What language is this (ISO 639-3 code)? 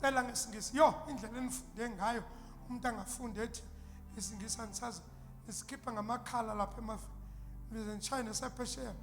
zul